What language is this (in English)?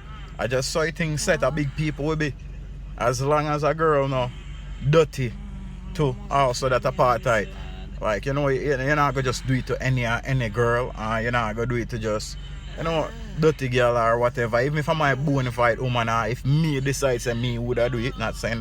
Jamaican Creole English